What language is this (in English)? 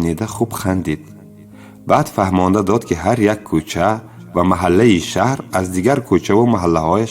Tajik